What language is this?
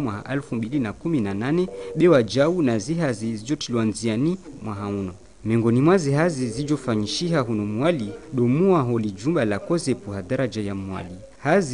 Ngazidja Comorian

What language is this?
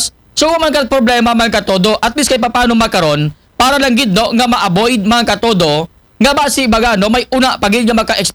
Aklanon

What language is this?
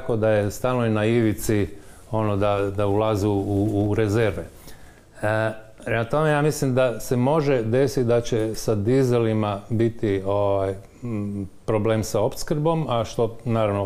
Croatian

